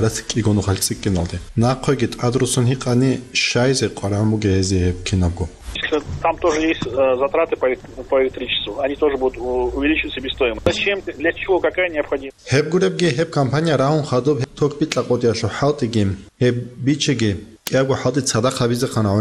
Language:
Avaric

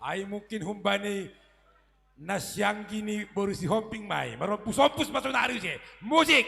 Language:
Batak Simalungun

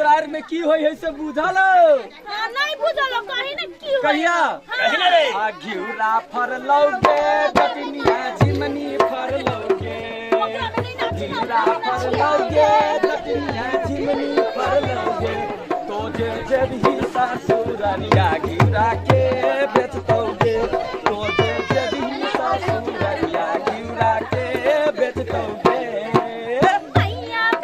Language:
Maithili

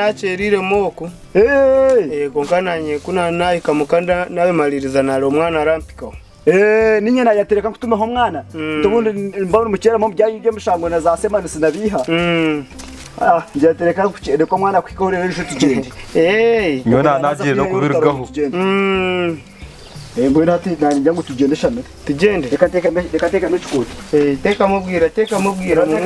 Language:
Nyankole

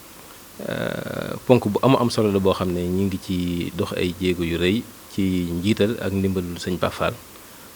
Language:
Wolof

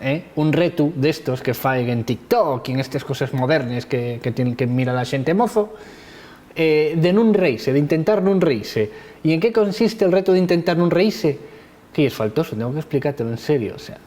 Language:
Asturian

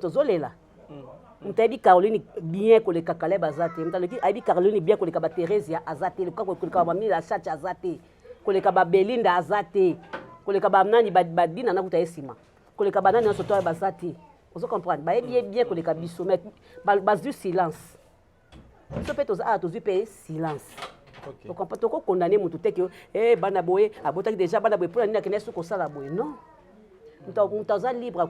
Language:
Lingala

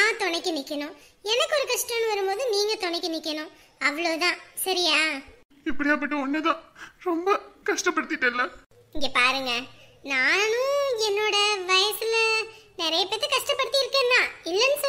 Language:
Tamil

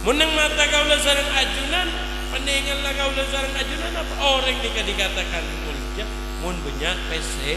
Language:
Madurese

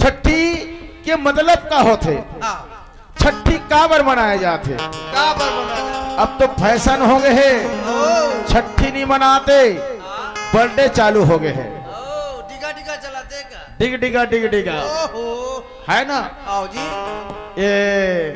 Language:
Chhattisgarhi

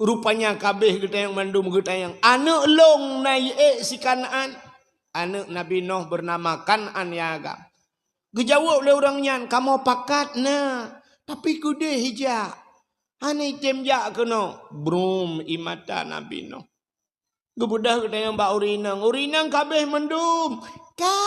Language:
Achinese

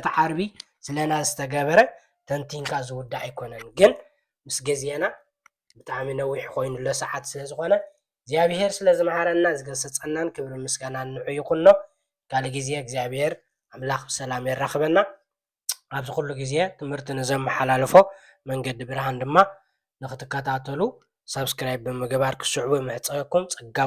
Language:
Tigrinya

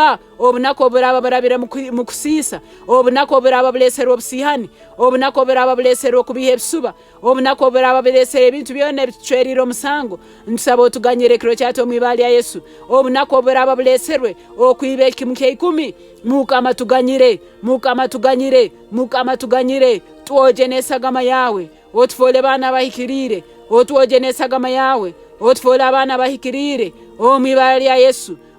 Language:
Nyankole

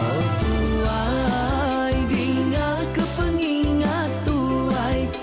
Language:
Iban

